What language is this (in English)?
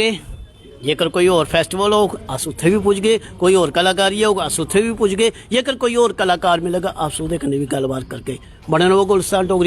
Dogri